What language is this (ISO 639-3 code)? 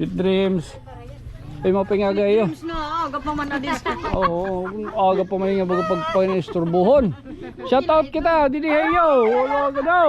war